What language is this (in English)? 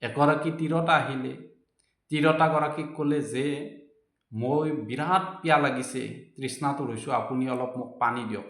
Assamese